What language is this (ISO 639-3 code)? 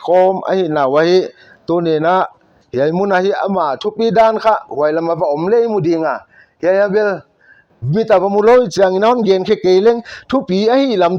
pck